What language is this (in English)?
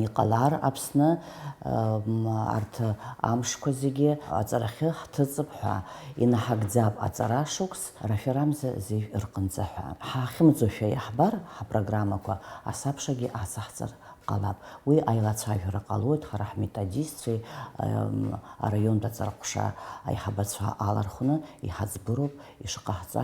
Abkhazian